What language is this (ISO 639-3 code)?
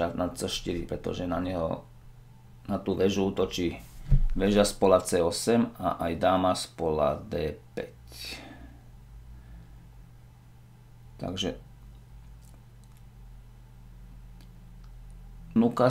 slk